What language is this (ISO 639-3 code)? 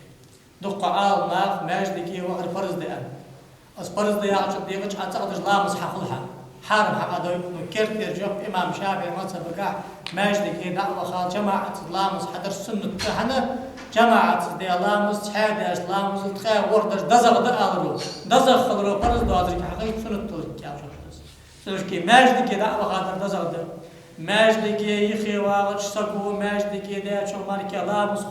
inh